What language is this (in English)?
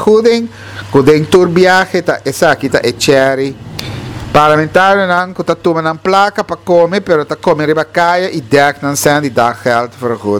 Papiamento